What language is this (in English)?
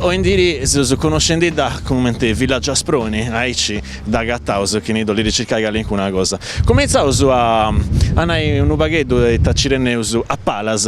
Sardinian